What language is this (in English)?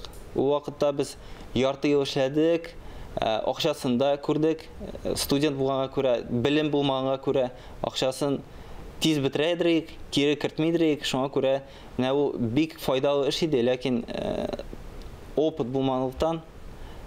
Tatar